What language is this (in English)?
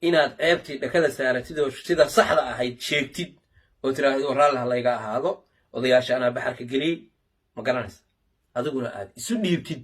Somali